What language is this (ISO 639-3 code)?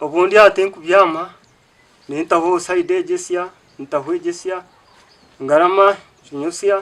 nyn